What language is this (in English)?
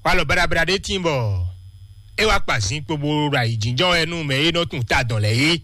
Fon